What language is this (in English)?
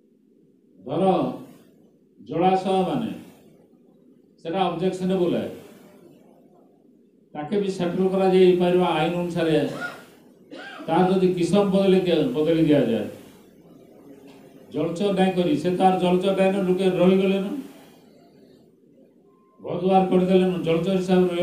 Odia